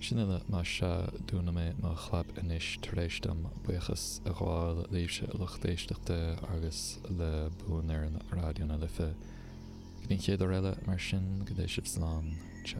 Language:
Irish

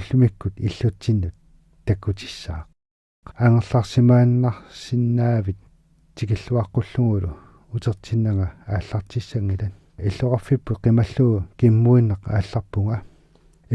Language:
Kalaallisut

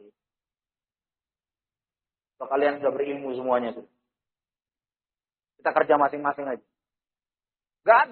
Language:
Indonesian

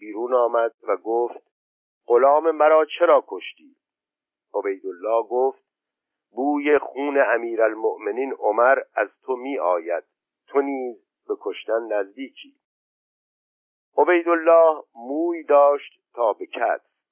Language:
Persian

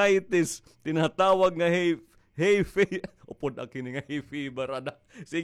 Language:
Waray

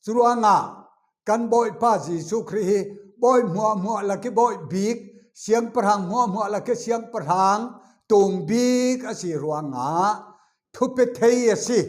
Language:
Falam Chin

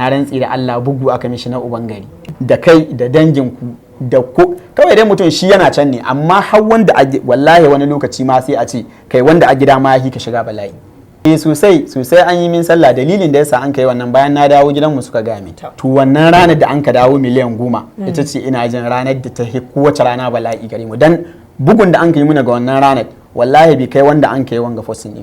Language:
Hausa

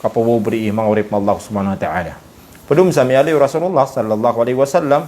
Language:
Maranao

